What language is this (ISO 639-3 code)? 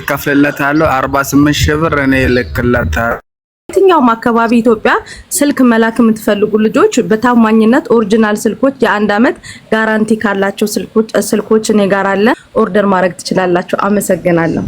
amh